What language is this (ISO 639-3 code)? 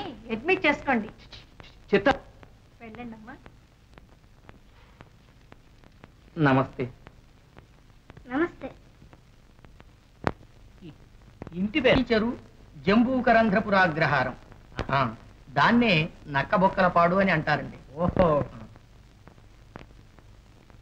tel